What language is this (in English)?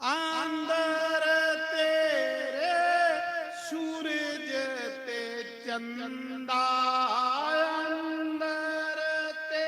Dogri